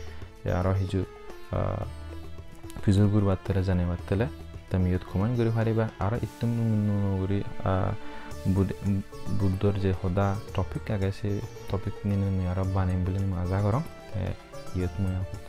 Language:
Chakma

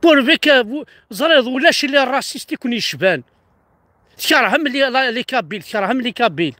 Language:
Kabyle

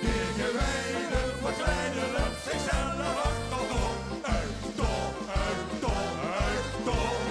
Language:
Limburgish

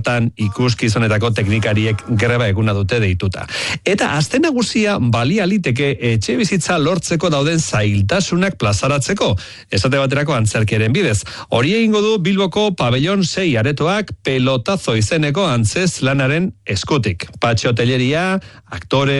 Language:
Basque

